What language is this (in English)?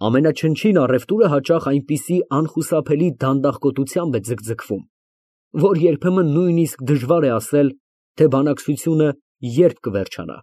Armenian